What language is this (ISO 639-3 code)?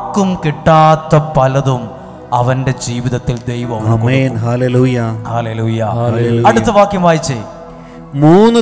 mal